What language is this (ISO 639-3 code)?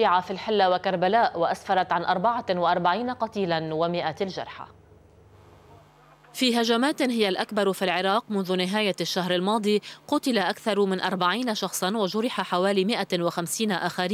ara